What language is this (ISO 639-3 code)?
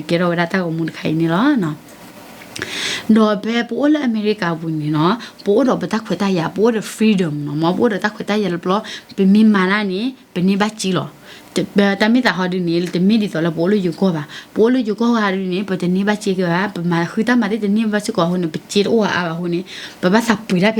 ksw